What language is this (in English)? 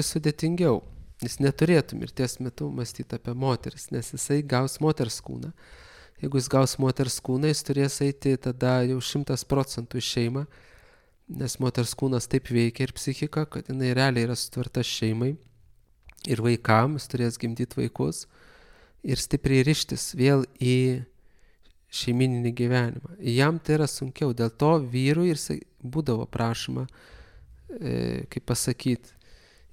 Lithuanian